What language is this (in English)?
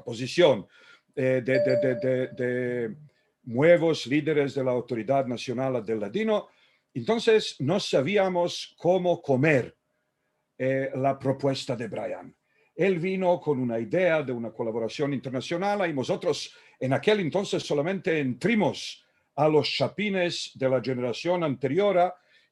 Ladino